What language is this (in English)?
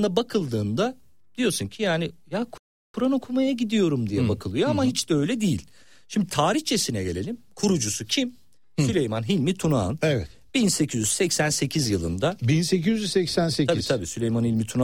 Turkish